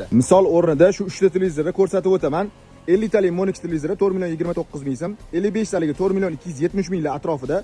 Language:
Uzbek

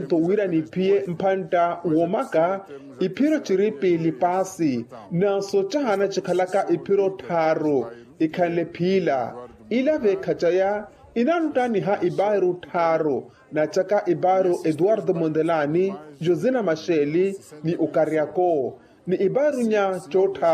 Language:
Makhuwa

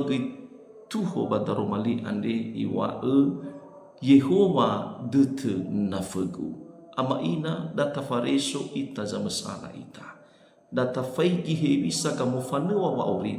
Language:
Nias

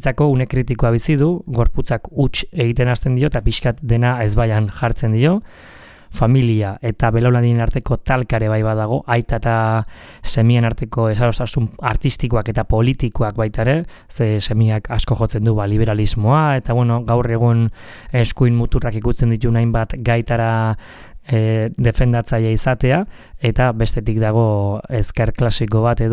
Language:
Basque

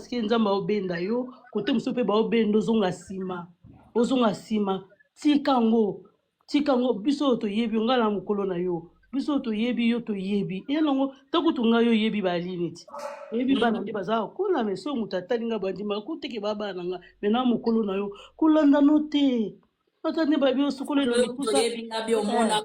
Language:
Lingala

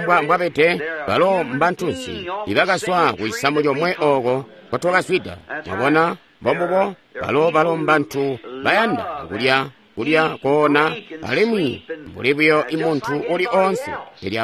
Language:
Tonga (Zambia)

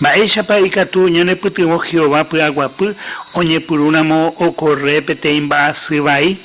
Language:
Guarani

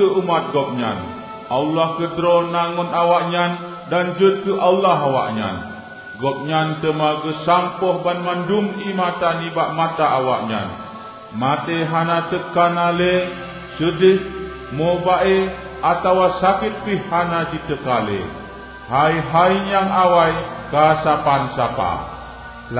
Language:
Achinese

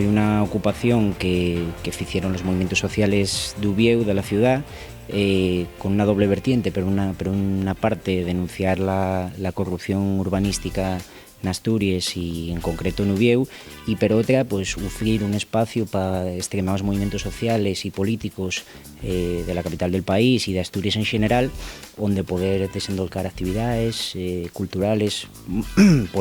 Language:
Asturian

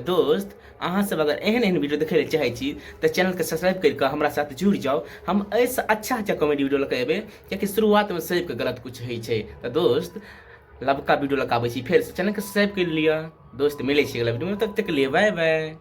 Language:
Maithili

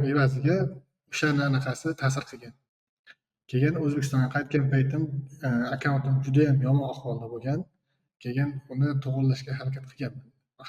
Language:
Uzbek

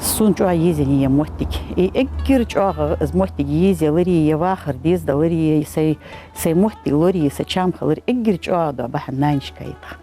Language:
Ingush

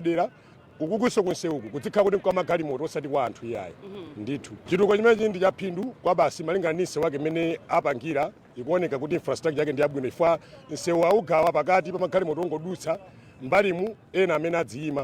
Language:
Nyanja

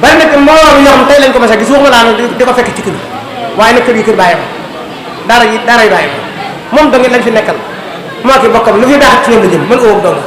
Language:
Wolof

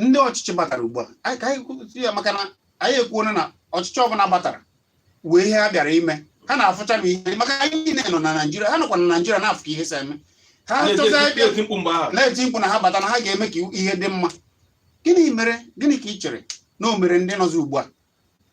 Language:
Igbo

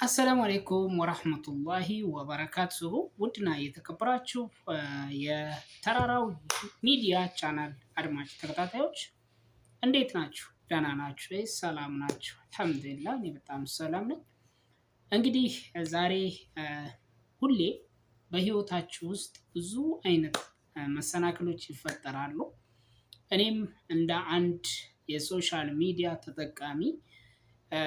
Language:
Amharic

